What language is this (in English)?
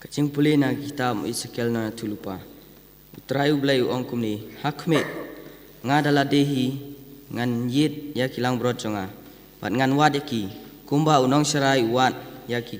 Khasi